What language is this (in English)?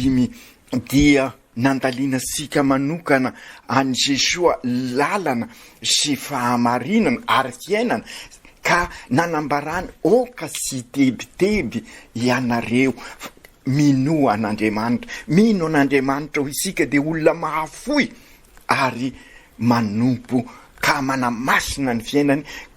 Malagasy